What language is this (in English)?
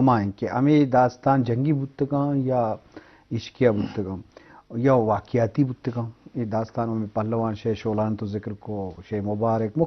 Eastern Balochi